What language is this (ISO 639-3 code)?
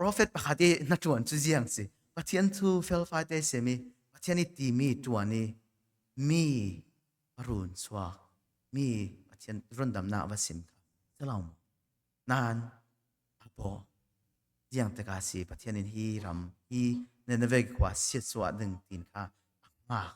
cfm